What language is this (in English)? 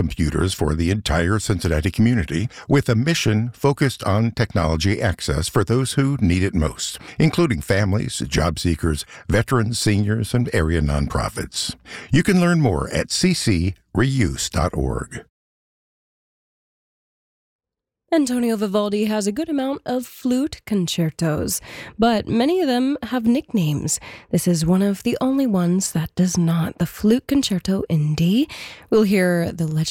English